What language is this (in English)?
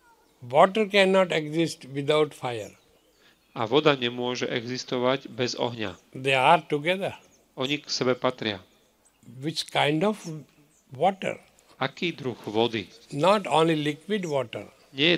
Slovak